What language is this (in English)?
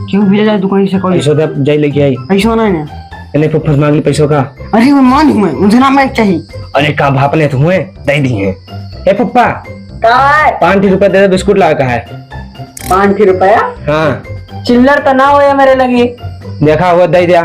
Awadhi